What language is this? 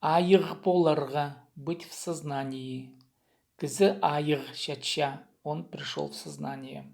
Khakas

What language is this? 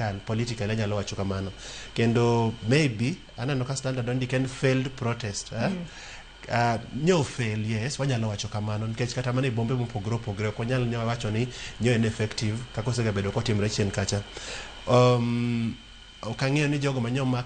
Luo (Kenya and Tanzania)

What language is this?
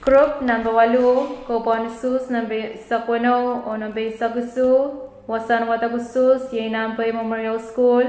Pohnpeian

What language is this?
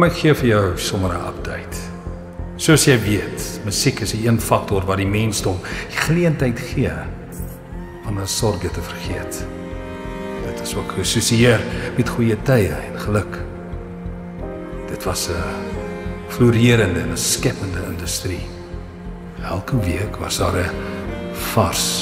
Afrikaans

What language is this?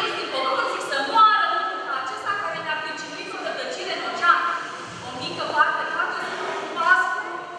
Romanian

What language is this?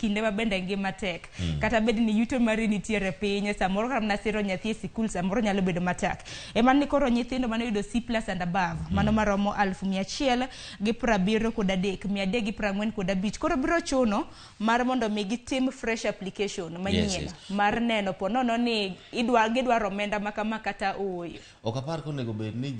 Luo (Kenya and Tanzania)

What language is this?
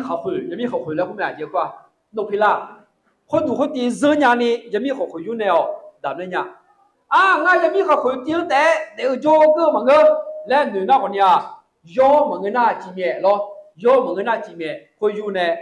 Akha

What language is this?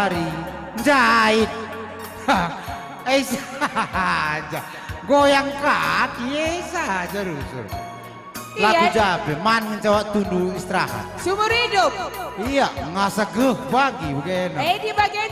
Batak Karo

